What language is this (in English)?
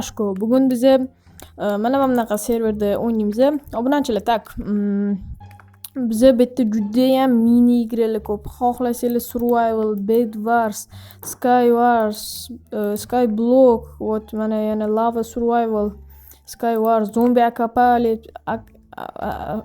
Uzbek